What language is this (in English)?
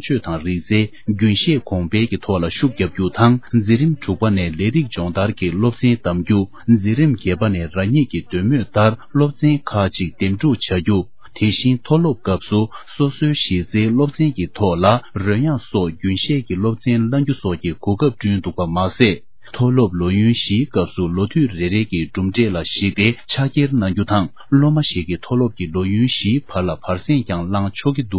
Tibetan